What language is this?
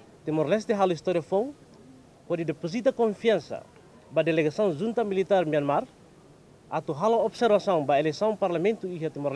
Tetum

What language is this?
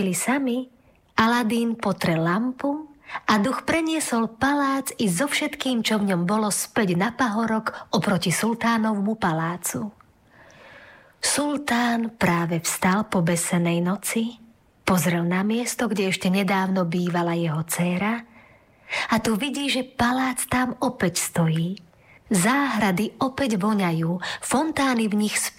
Slovak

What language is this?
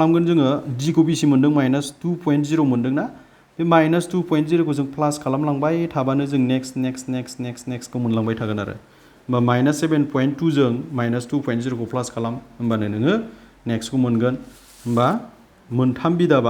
Bodo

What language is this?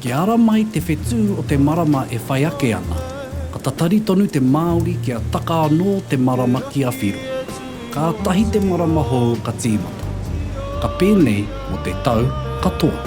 Māori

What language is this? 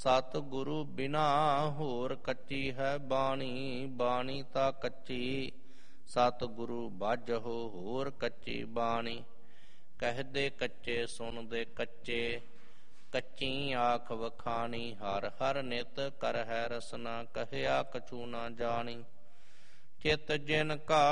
Punjabi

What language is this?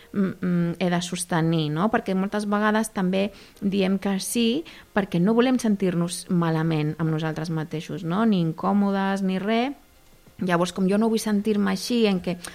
Catalan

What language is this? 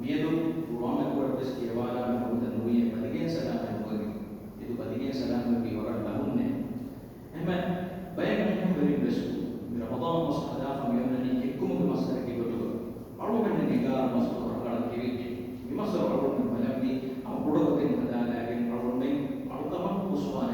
Divehi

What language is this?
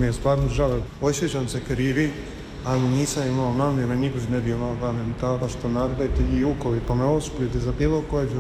Croatian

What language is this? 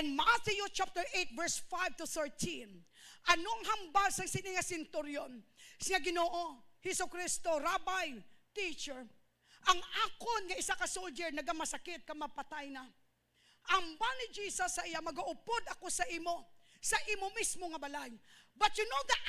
Hiligaynon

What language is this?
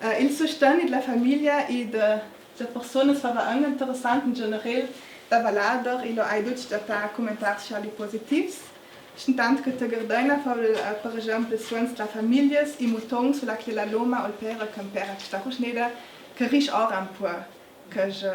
Ladin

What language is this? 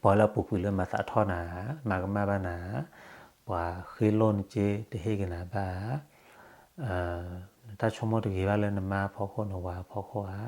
S'gaw Karen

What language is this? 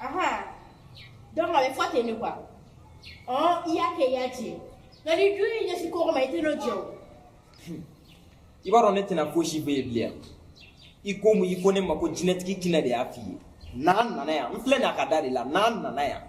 Bambara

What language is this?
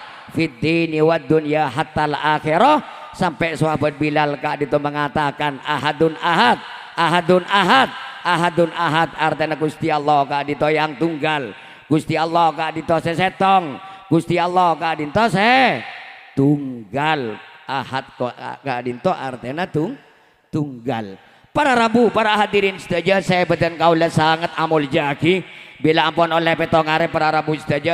Madurese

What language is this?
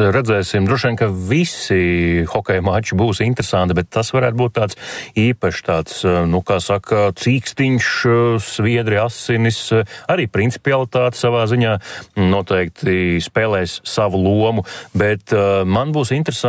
Latvian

